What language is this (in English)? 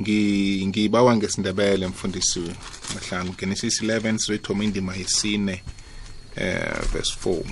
South Ndebele